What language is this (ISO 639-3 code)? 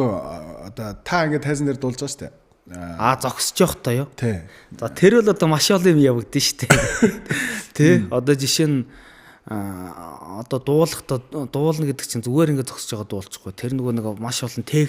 mon